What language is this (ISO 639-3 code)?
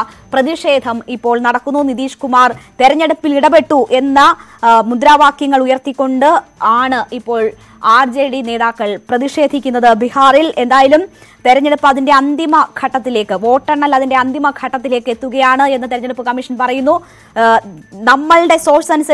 mal